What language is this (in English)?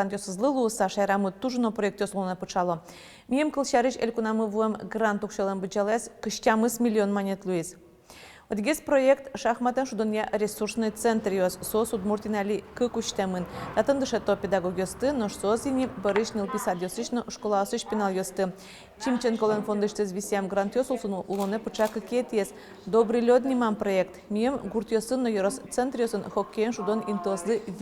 Udmurt